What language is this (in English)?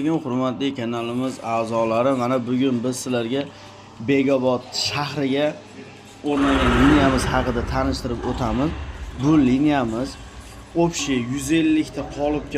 Uzbek